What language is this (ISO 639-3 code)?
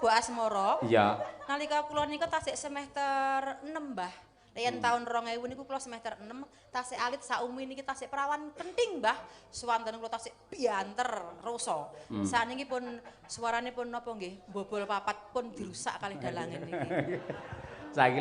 jav